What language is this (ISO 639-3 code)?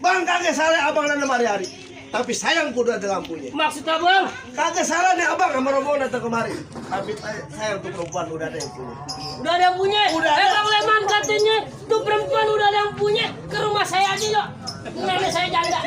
bew